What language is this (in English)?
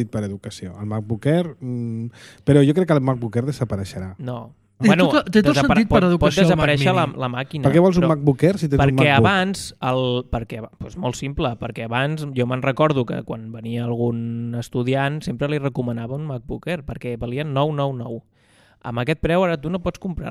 Catalan